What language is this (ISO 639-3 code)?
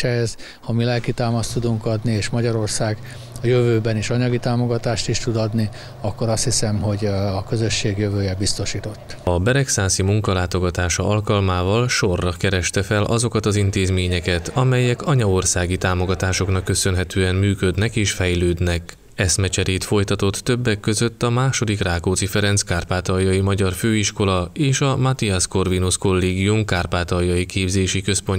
hun